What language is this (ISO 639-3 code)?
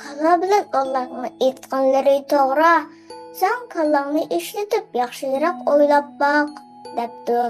uig